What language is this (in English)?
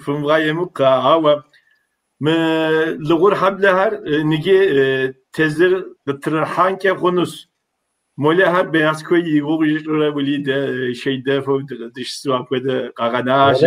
Kabardian